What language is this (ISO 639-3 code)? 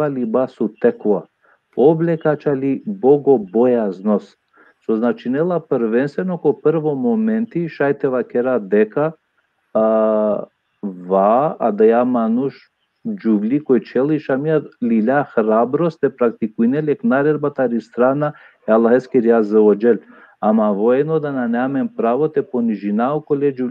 rmn